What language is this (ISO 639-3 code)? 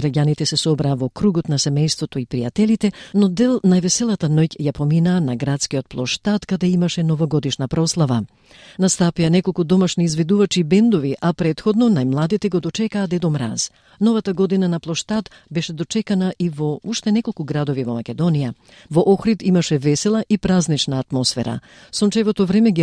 mkd